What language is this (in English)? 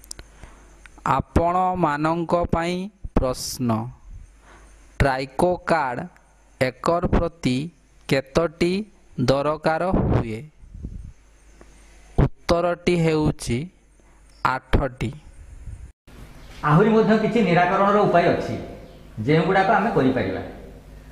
Odia